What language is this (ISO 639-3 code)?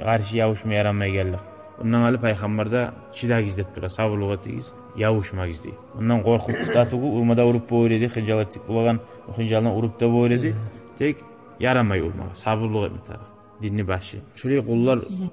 kum